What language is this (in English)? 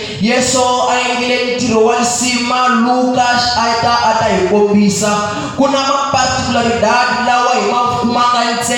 Tsonga